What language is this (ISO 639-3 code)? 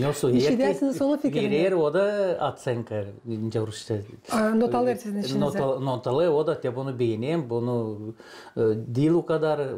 gag